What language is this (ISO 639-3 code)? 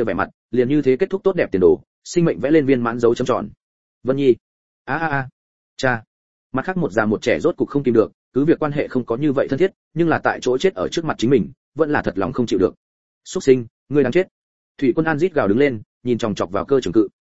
vie